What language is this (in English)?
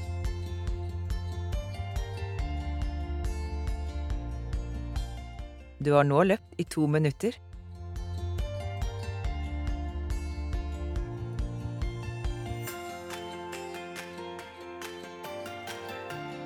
Norwegian